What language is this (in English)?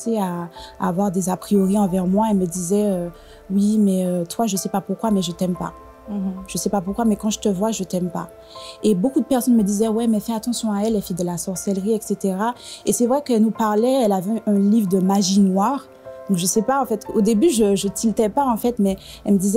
French